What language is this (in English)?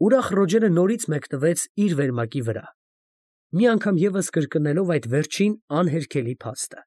Armenian